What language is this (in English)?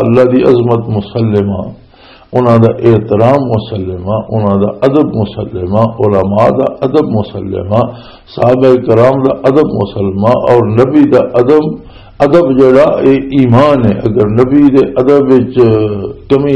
Western Panjabi